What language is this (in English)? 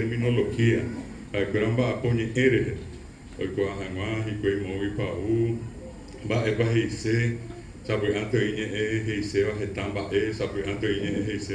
Guarani